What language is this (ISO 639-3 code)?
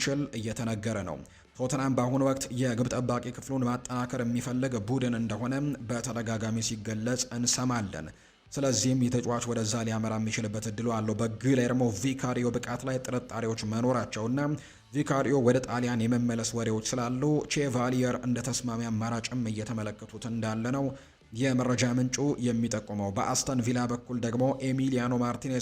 amh